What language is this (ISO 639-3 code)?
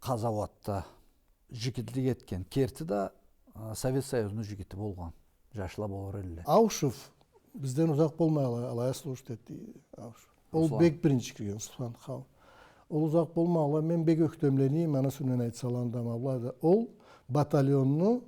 krc